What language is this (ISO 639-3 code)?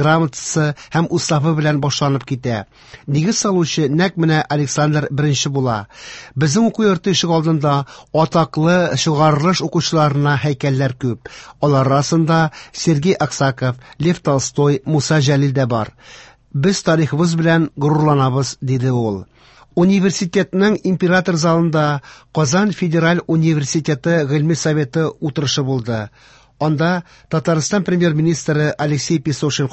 tat